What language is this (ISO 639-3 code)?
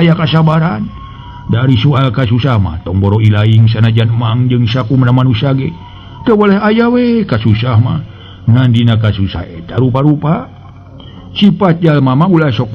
sun